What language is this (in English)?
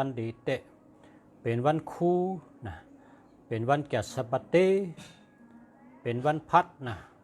Shan